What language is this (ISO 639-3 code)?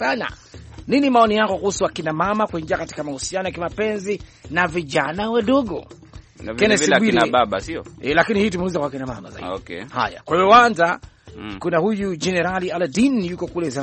swa